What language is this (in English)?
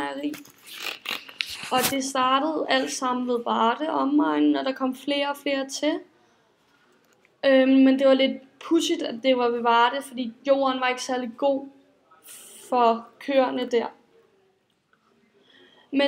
Danish